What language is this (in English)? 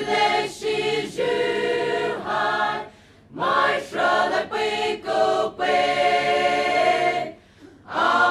Poumei Naga